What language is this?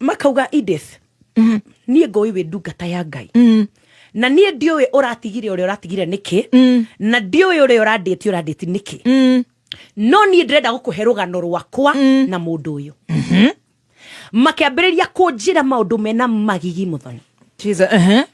Kikuyu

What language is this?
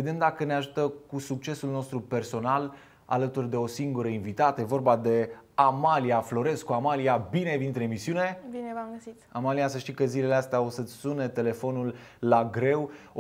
Romanian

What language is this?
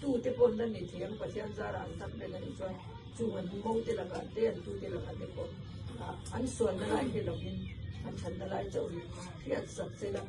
Mizo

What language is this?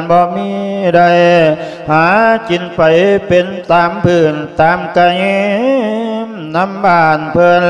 Lao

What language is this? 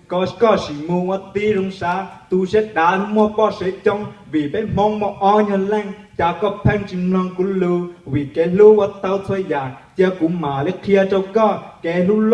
Hmong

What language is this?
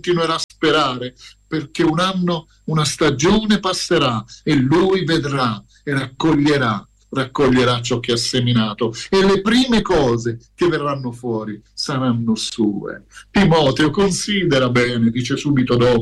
Italian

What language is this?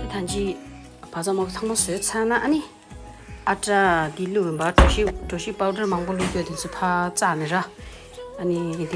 Tibetan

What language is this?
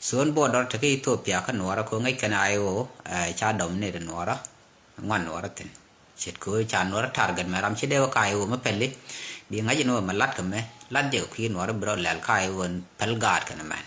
Nuer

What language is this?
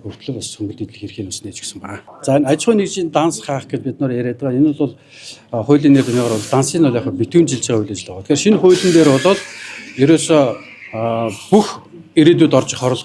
Mongolian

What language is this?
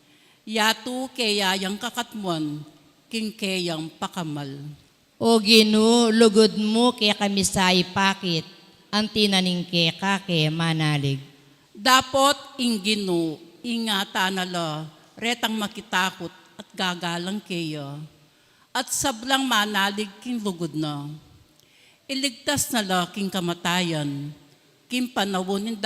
Pampanga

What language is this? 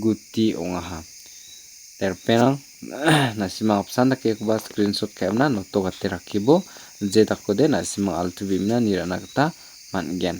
Garo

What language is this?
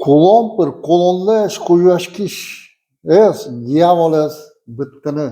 Udmurt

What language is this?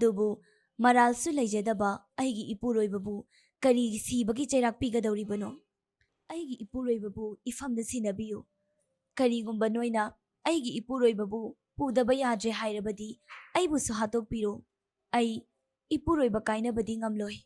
Manipuri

